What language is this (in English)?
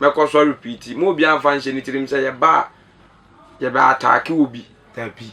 Akan